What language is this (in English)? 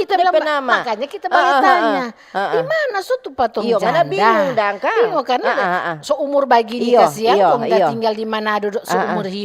Manado Malay